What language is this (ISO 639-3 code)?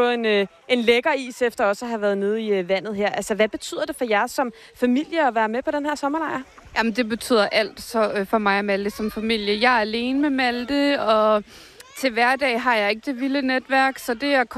dan